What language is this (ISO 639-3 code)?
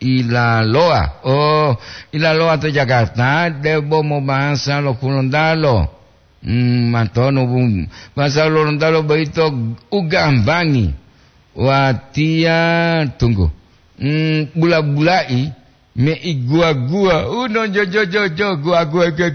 gor